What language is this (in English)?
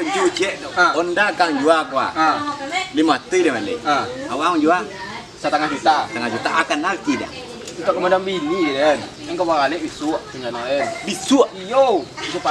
Minangkabau